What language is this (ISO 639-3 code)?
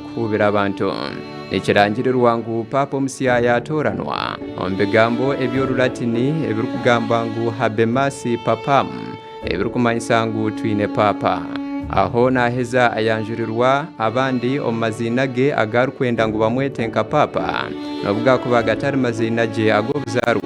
nyn